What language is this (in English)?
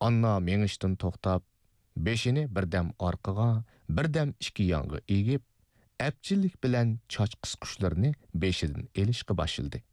Uyghur